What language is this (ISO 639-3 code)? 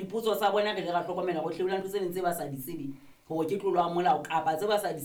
sot